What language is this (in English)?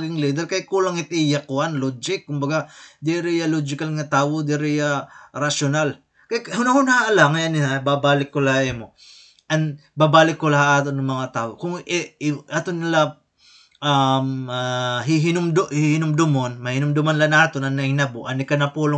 Waray